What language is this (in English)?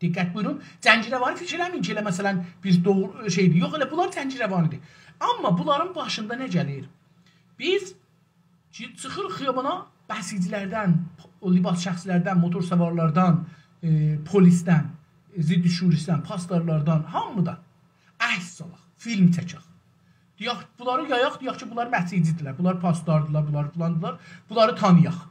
South Azerbaijani